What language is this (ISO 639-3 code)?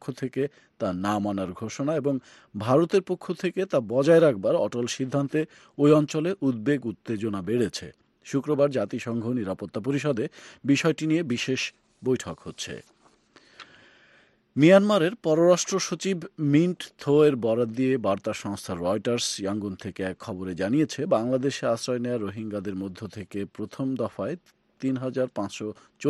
ben